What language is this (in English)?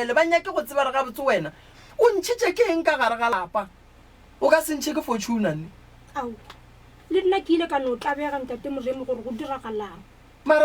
Northern Sotho